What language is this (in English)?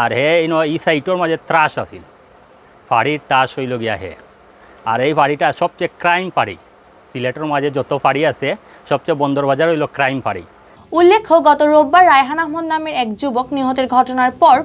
Sylheti